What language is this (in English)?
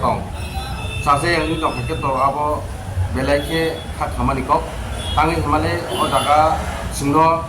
Kok Borok